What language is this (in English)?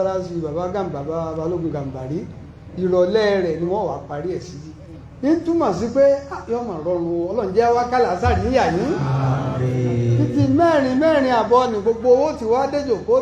Yoruba